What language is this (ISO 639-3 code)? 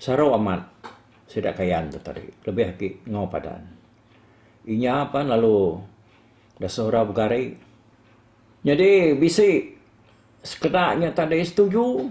iba